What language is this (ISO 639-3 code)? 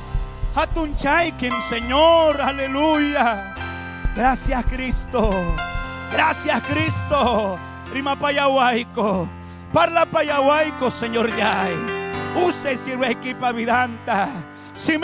quy